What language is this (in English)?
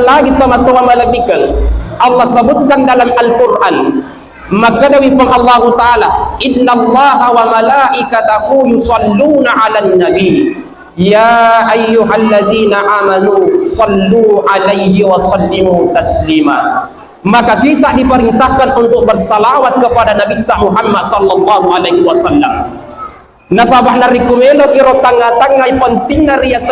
Buginese